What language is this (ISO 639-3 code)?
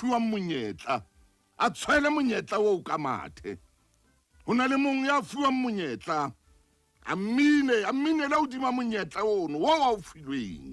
sot